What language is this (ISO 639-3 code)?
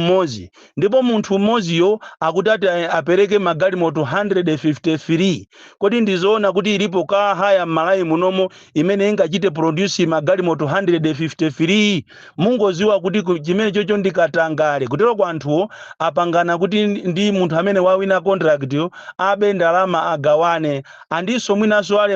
nya